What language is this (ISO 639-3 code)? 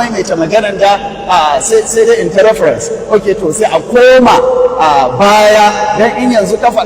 hau